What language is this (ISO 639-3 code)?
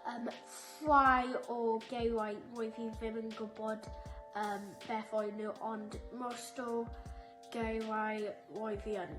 cym